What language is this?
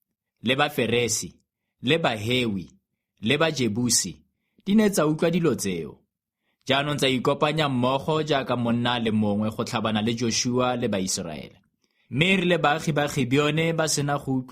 Tswana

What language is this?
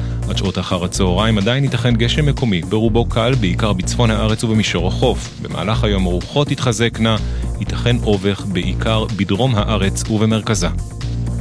Hebrew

